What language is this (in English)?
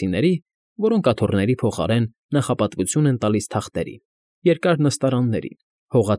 Armenian